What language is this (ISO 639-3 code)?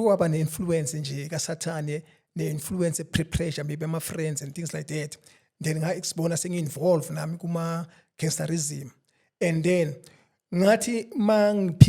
zul